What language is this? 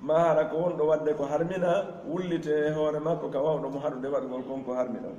Pular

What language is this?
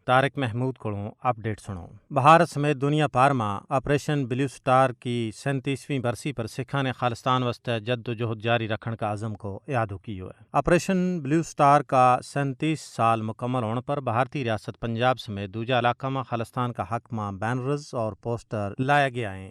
Gujari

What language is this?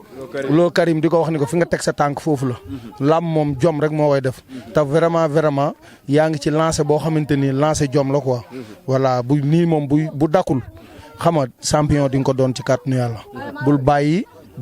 Wolof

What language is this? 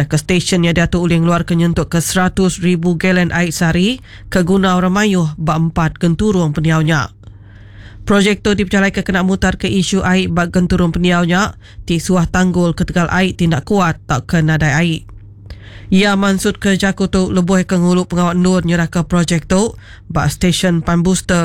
Iban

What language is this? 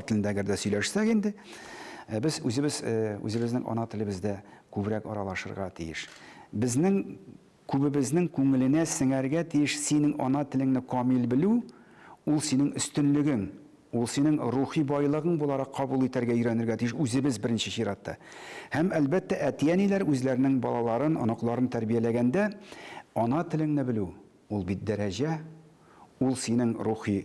Tatar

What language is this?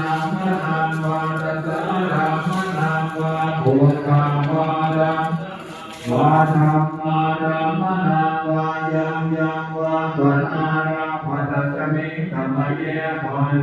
Pali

